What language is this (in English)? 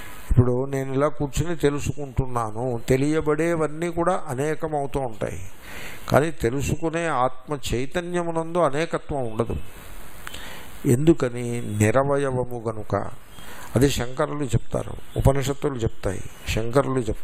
Telugu